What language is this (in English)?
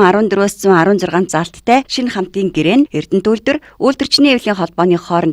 Mongolian